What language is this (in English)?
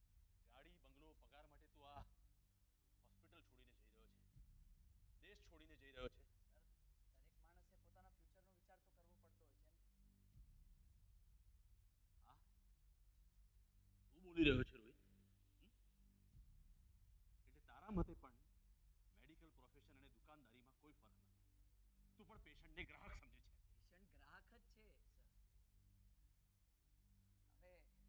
Gujarati